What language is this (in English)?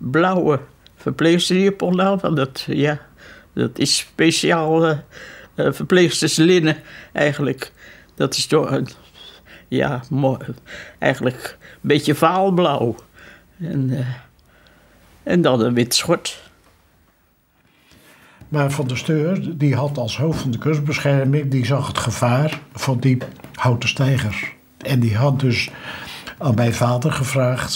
Dutch